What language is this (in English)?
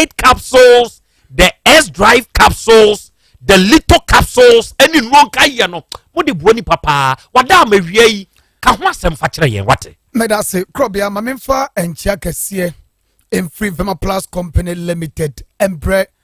Akan